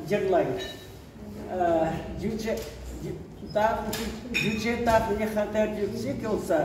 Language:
Crimean Tatar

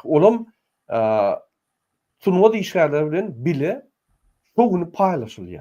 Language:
Turkmen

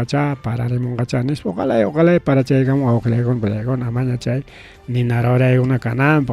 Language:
Ayacucho Quechua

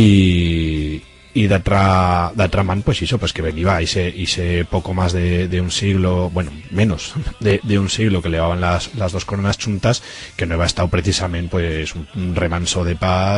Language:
Aragonese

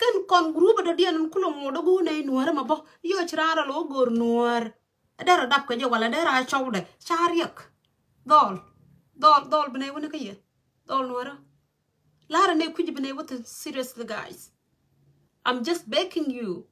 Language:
Nuer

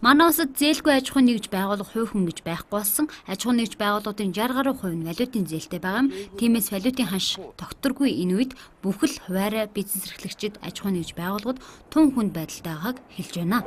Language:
Mongolian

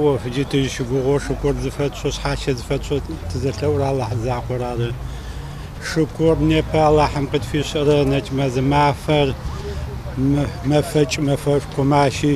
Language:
Adyghe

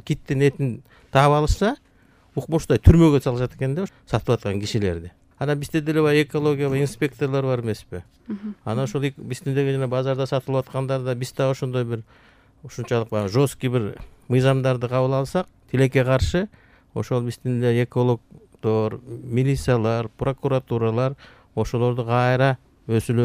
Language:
Kyrgyz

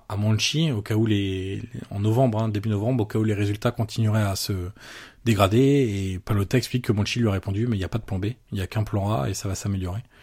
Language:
French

